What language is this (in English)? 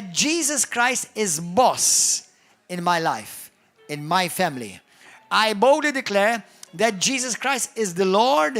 English